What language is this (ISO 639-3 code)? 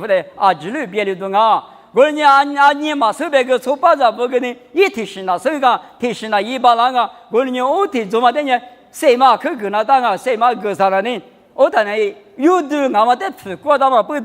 lis